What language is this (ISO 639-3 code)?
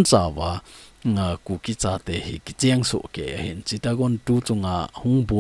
tcz